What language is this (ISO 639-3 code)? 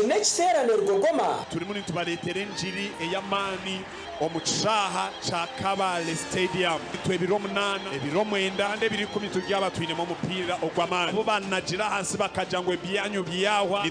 nyn